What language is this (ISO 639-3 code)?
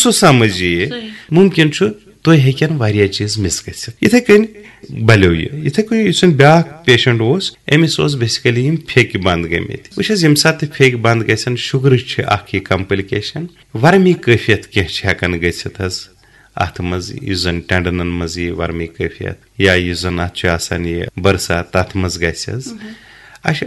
kas